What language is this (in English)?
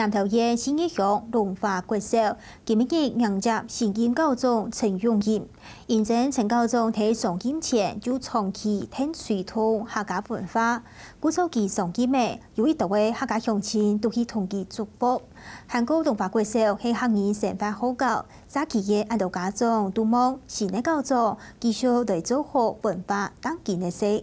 Hakka Chinese